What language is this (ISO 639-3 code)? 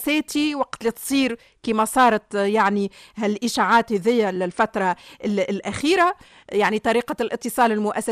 aeb